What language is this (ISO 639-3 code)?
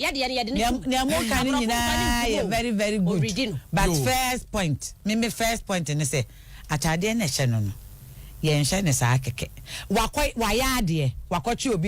aka